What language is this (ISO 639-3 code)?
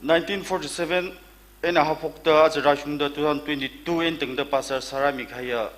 nmf